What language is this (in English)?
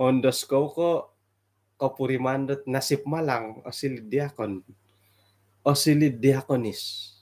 Central Dusun